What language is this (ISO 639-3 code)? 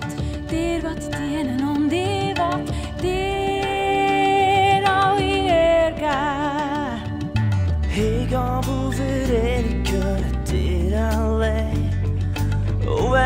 gsw